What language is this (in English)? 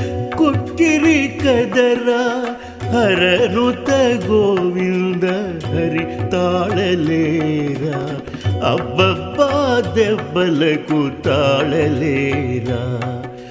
Telugu